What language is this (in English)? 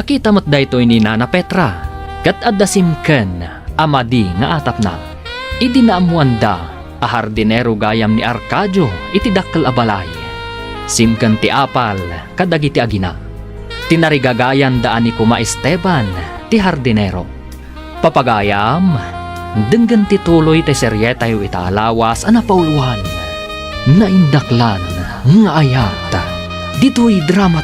Iloko